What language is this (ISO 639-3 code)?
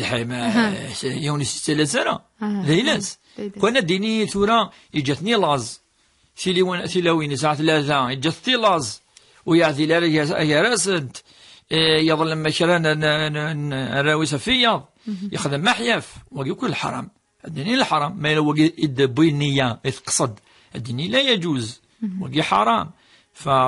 kab